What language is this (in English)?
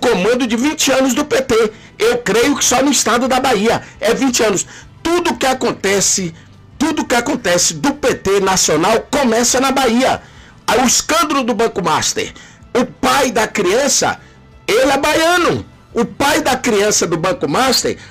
Portuguese